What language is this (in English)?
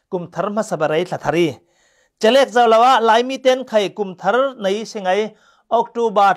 Falam Chin